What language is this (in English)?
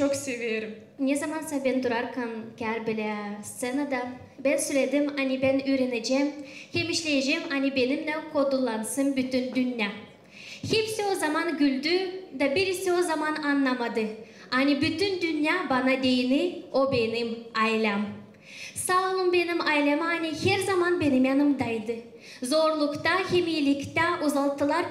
Gagauz